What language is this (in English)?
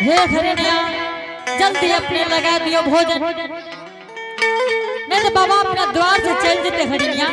Angika